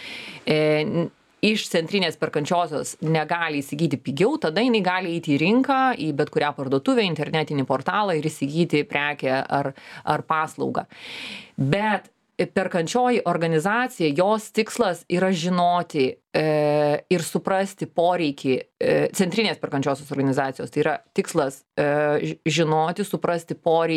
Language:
Lithuanian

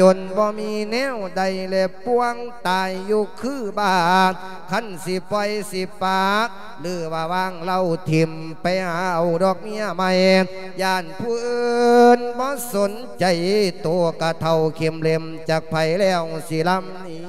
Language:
Lao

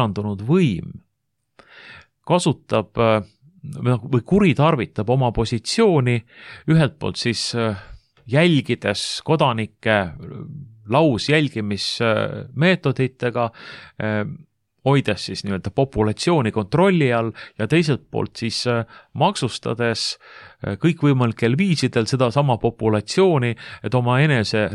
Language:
Estonian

